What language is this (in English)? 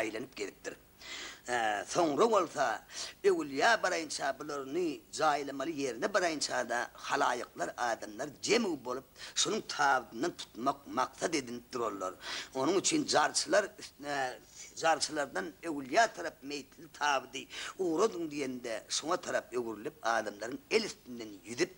Turkmen